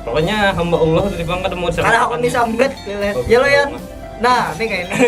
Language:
Banjar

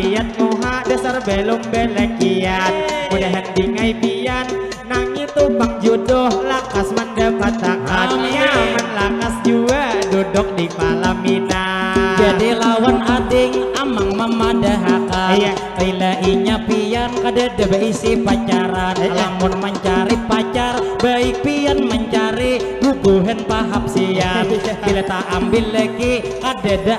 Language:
Banjar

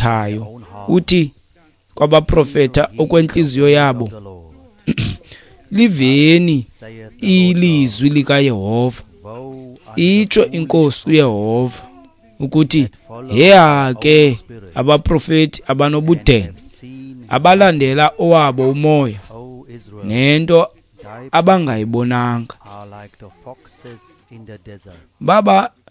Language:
Xhosa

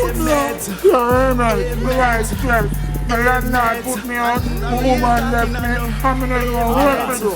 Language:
Jamaican Creole English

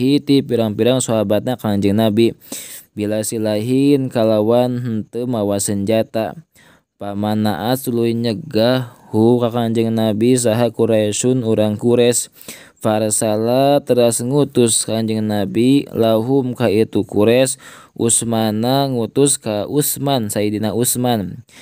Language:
Sundanese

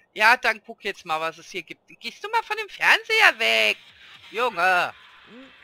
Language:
German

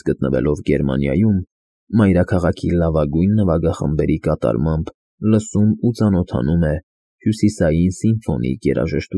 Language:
Armenian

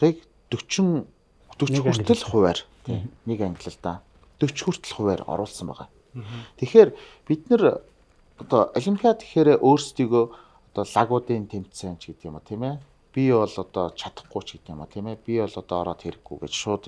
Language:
Mongolian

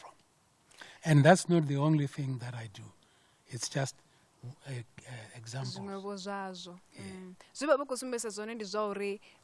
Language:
Venda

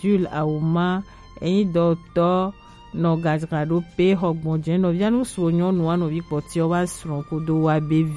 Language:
Gen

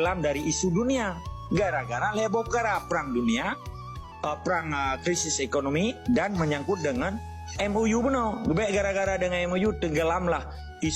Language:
Achinese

